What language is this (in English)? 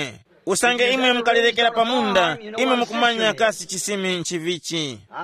Tumbuka